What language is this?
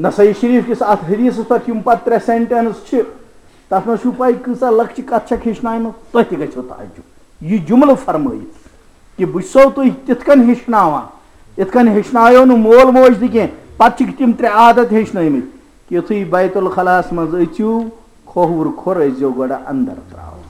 Kashmiri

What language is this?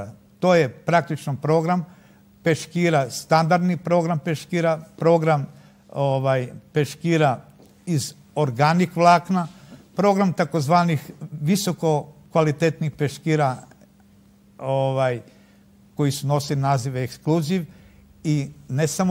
Serbian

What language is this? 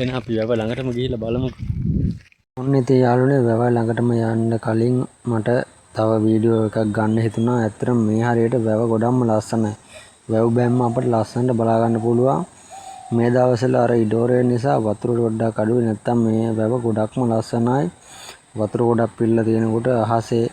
Sinhala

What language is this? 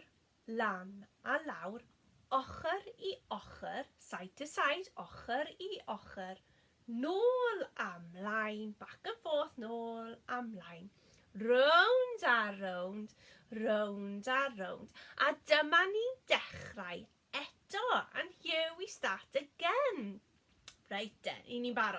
Welsh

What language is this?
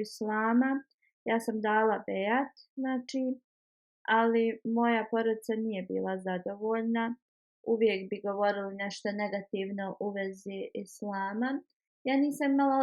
Bosnian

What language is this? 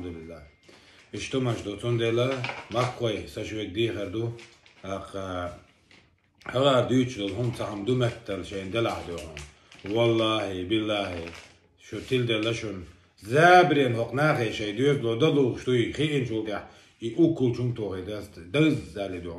Chechen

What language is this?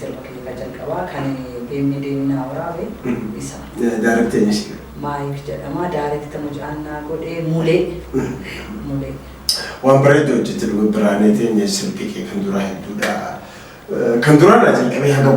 Oromo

